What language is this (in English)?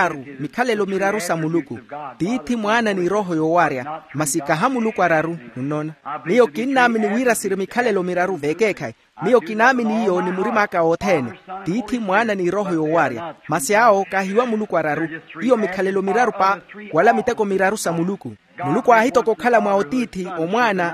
Makhuwa